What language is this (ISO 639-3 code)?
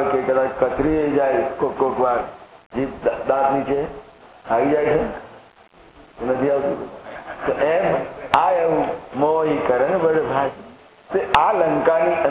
guj